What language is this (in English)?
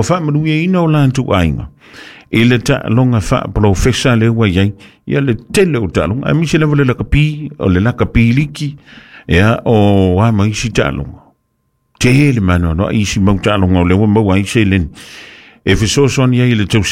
Samoan